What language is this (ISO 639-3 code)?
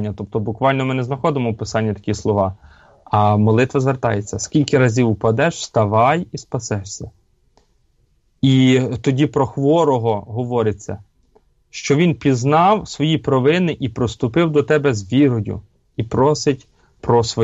ukr